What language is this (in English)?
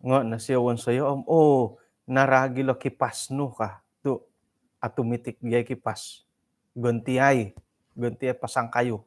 Central Dusun